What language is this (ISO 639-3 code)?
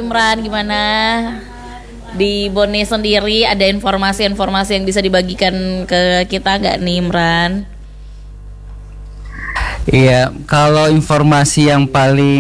ind